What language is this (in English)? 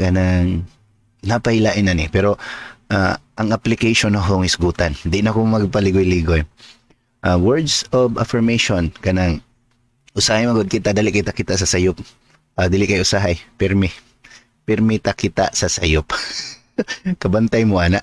Cebuano